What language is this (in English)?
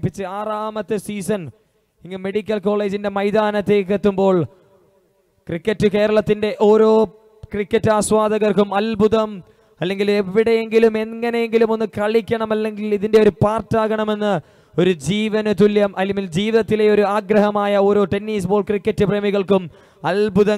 Malayalam